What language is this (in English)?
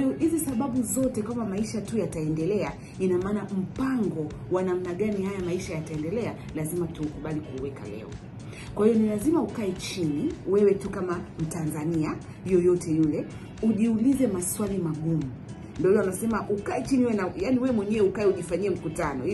Swahili